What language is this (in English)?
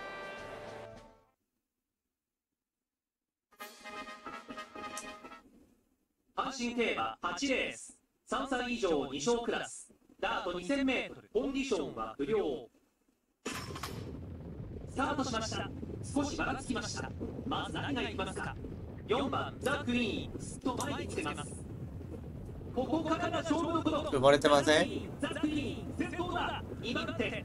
Japanese